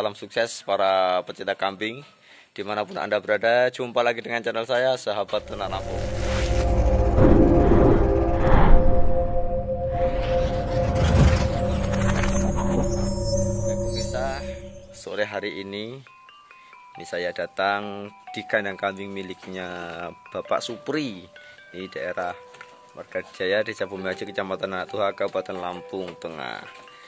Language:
Indonesian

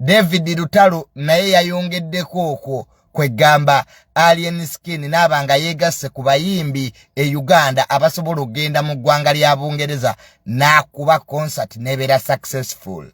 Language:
Ganda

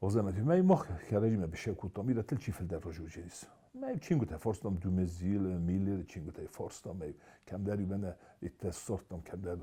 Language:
Ossetic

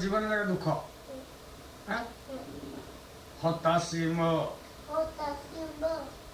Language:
Odia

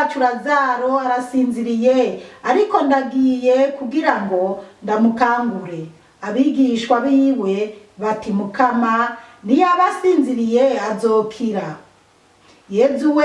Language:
Rundi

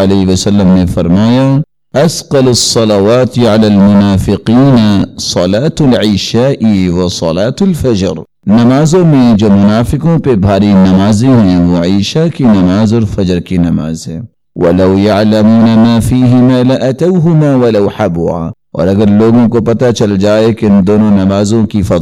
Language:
Urdu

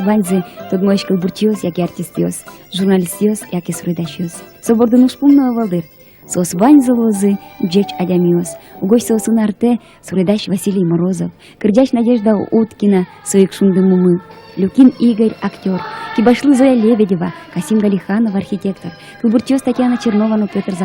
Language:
Udmurt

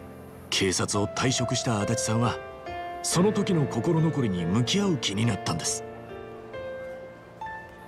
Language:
Japanese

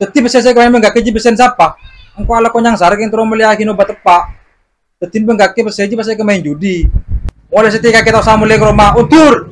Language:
Madurese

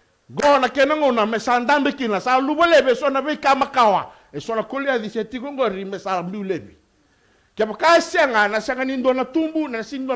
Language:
Fijian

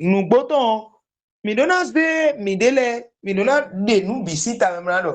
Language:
Fon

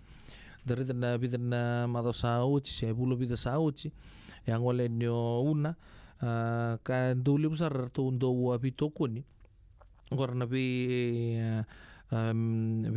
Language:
Fijian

